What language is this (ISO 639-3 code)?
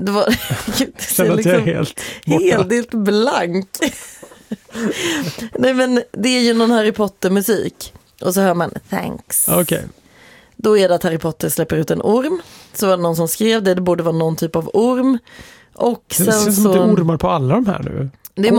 swe